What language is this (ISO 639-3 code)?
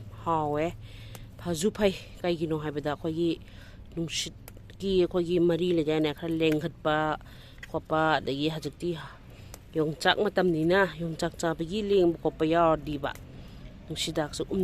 mni